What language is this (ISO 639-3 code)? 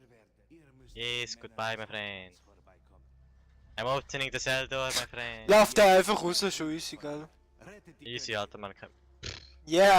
gsw